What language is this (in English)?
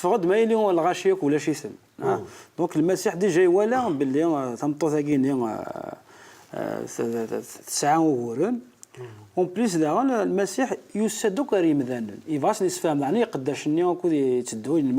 Kabyle